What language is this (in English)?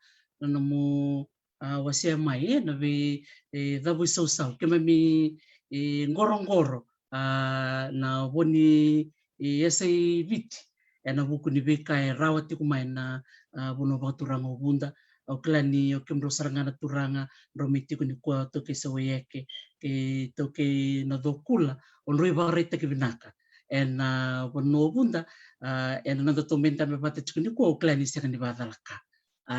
Fijian